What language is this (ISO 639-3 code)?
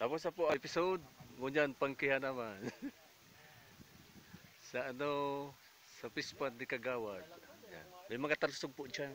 bik